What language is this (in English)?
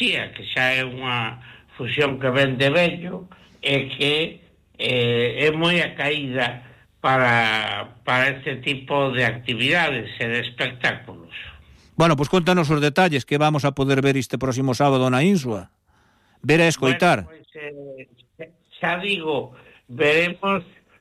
Galician